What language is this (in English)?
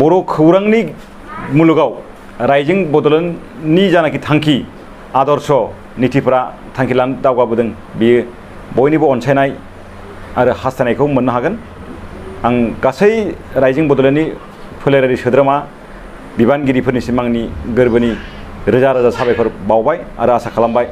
Bodo